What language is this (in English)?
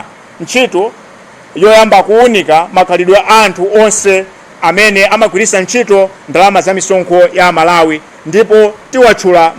Nyanja